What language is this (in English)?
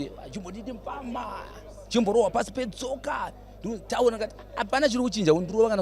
Shona